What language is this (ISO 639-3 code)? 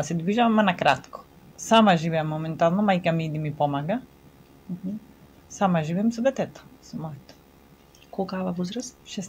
mkd